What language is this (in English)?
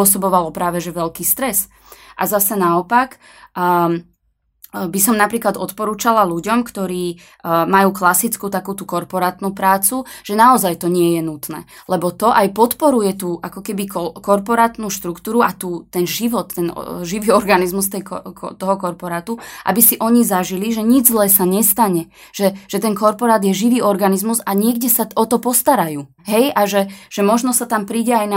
Slovak